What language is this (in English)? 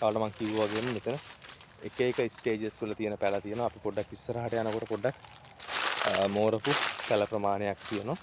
Sinhala